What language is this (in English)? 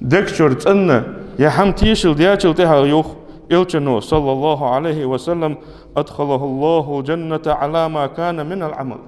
Ingush